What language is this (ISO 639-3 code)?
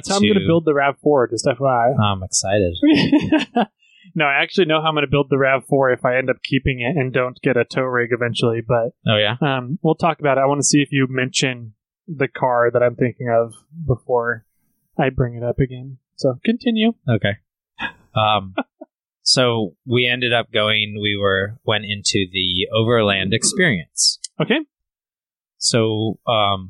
eng